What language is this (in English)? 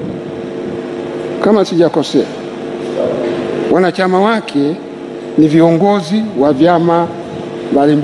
Swahili